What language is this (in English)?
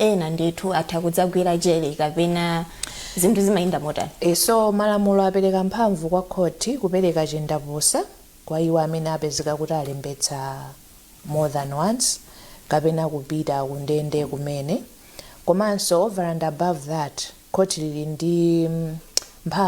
Nyanja